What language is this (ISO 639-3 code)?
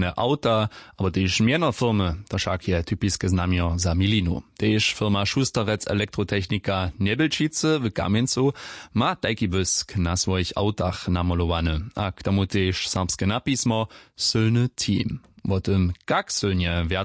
hsb